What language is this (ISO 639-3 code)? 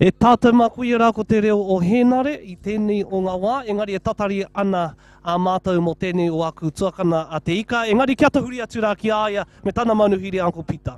mri